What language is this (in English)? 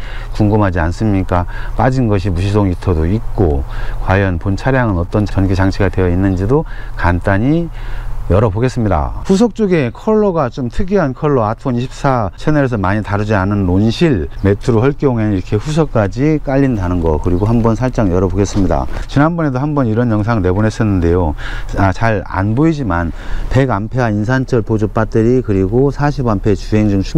Korean